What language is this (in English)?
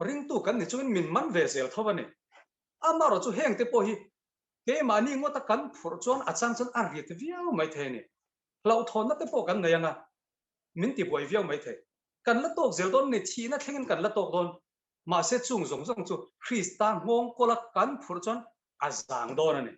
Mizo